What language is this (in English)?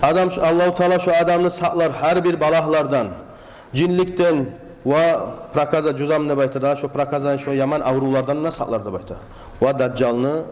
Kumyk